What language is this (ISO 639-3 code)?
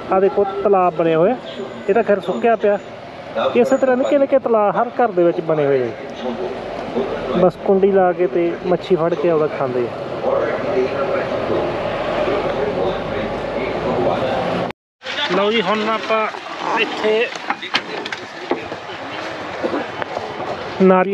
pan